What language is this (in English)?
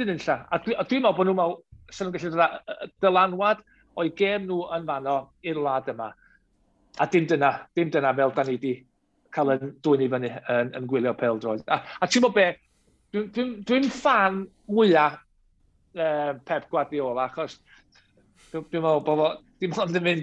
Welsh